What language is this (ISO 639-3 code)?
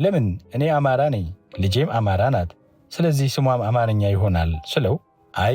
amh